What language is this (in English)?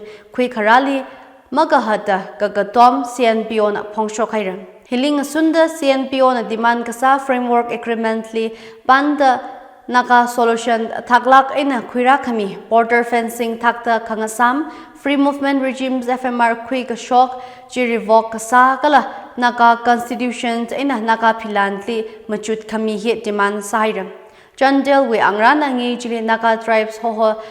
Tangkhul Naga (India)